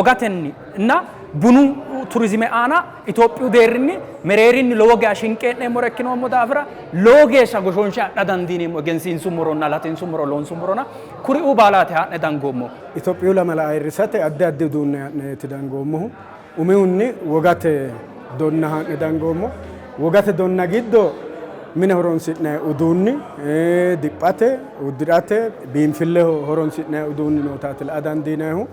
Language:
Sidamo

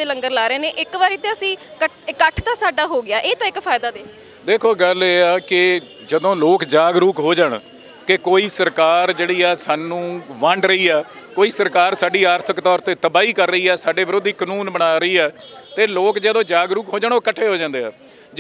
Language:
Punjabi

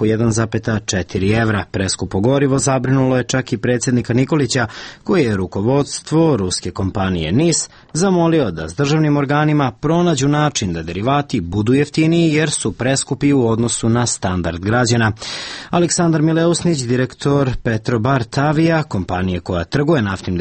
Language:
Serbian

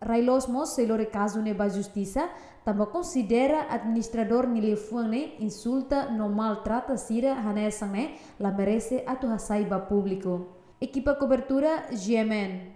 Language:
Tetum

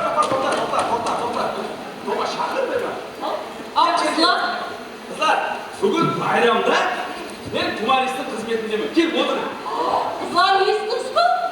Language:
Kara-Kalpak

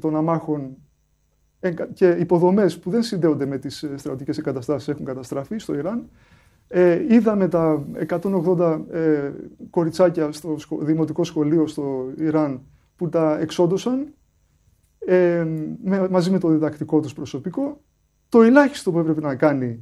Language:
Greek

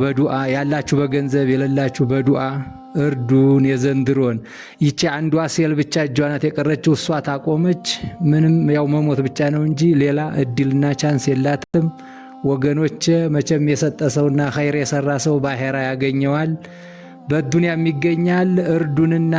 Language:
Amharic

